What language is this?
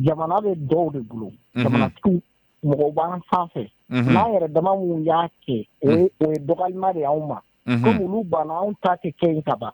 Bambara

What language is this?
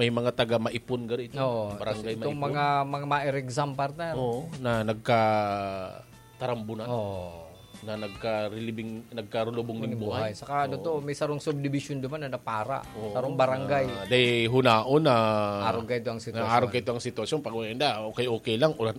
Bikol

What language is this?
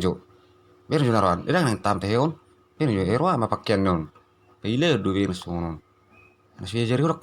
Batak Toba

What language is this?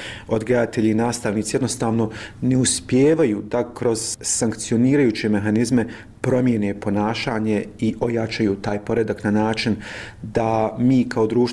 Bosnian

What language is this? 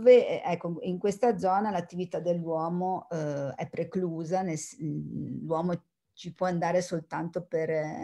Italian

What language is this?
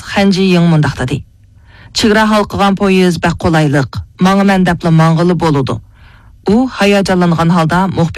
Uyghur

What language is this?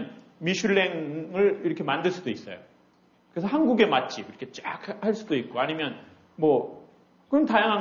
Korean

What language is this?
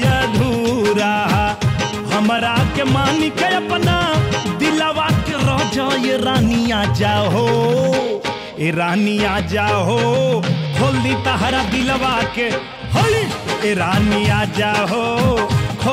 Bhojpuri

